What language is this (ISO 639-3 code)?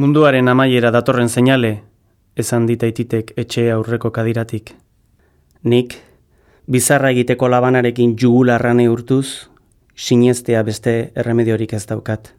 eus